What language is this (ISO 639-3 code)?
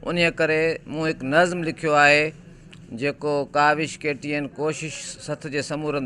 snd